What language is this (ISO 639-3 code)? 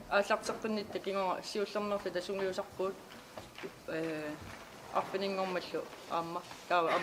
kal